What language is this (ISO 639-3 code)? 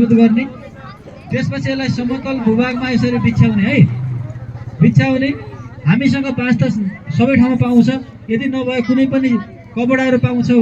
nep